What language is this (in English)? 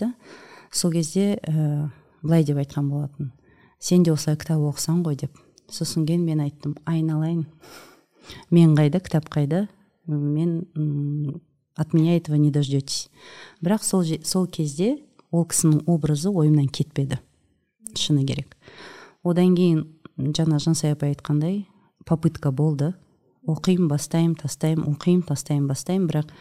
Kazakh